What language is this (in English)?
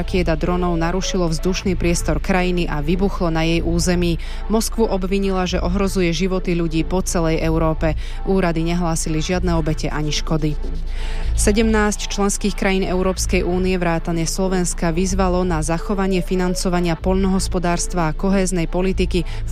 Slovak